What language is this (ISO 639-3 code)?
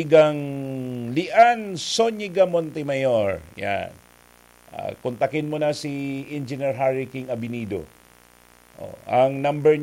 bik